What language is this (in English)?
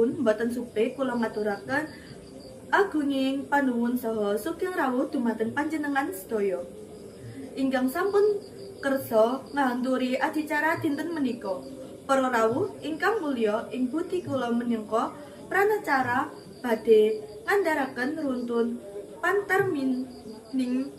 Javanese